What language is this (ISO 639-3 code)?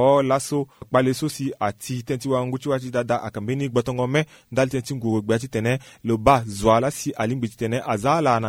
sag